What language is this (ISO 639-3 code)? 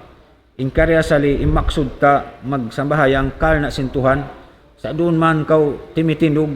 tsg